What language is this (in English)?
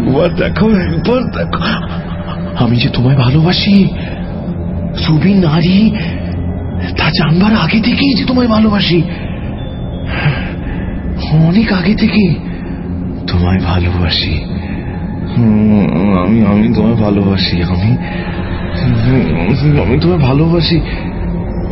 Bangla